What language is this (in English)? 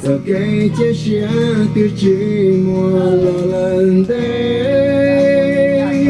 Hmong